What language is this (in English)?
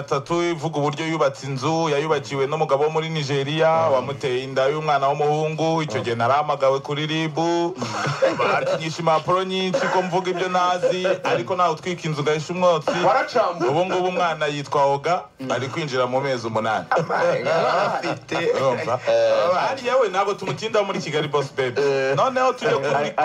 Kinyarwanda